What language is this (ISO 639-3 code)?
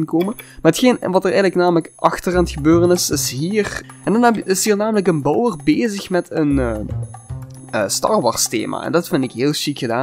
nld